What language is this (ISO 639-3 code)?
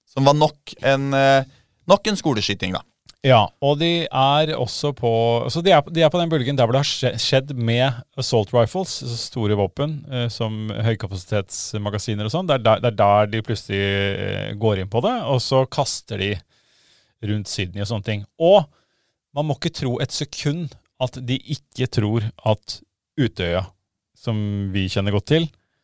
nor